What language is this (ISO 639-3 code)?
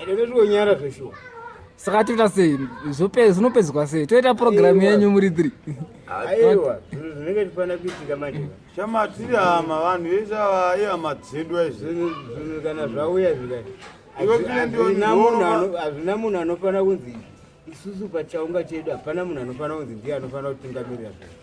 sna